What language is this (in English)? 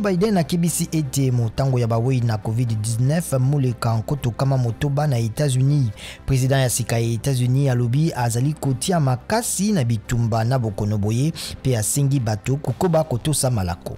Lingala